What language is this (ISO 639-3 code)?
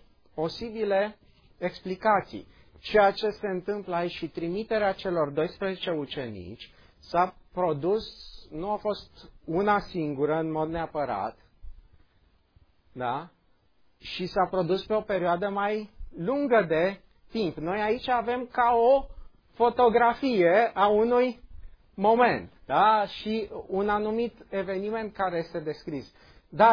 ron